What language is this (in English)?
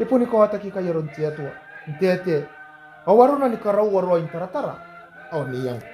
Gilbertese